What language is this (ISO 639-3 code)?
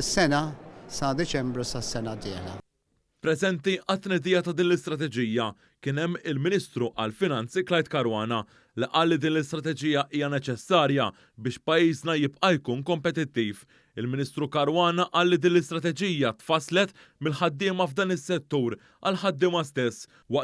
mlt